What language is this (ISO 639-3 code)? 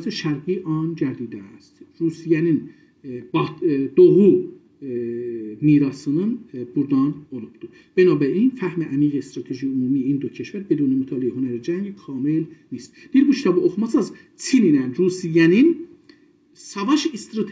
azb